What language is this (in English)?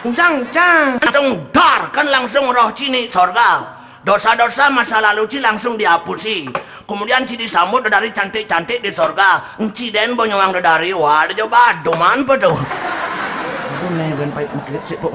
Balinese